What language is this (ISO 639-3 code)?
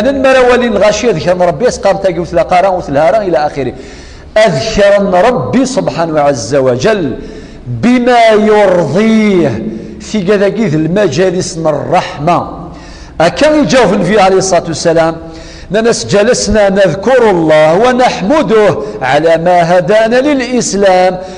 kab